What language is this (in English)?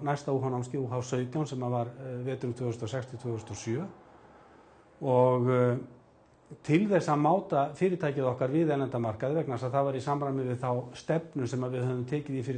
Icelandic